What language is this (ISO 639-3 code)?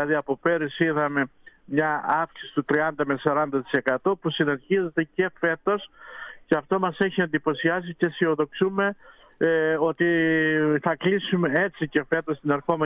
ell